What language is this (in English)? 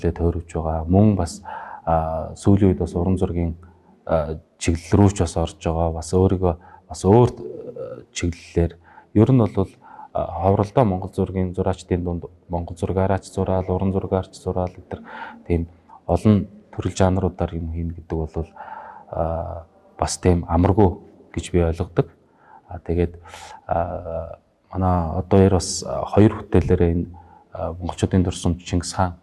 Mongolian